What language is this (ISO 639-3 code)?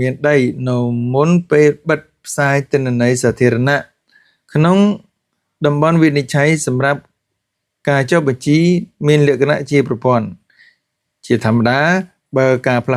khm